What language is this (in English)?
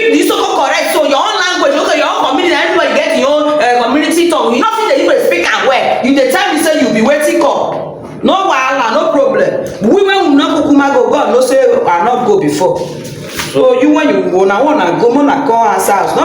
Nigerian Pidgin